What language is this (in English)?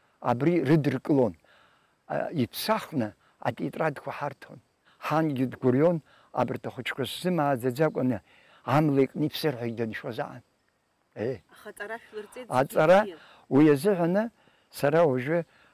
Abkhazian